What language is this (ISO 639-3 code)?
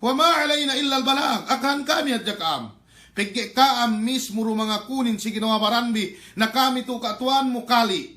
yka